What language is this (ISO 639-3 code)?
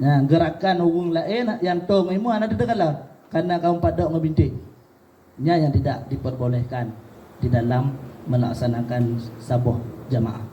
ace